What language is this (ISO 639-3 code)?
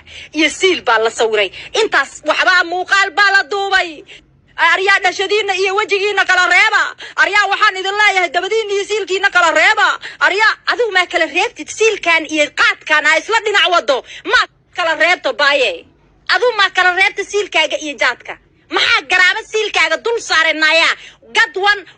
som